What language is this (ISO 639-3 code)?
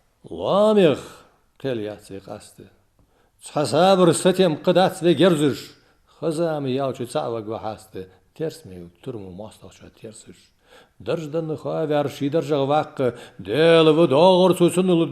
inh